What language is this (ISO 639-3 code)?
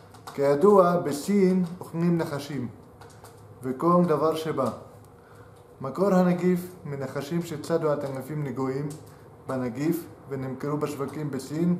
heb